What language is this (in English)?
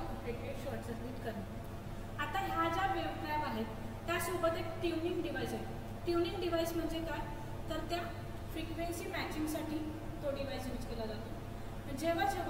Marathi